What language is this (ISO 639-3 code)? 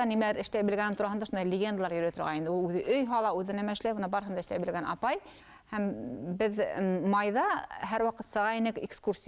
bak